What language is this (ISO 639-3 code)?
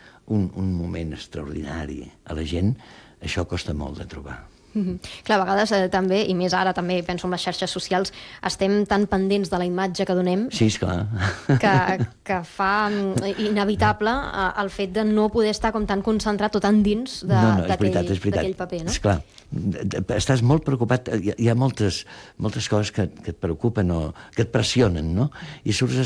cat